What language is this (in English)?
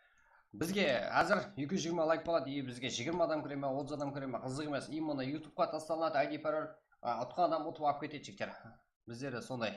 Kara-Kalpak